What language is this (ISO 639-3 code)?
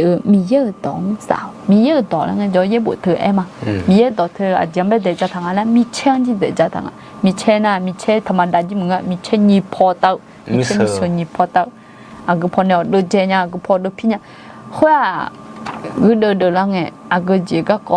ahk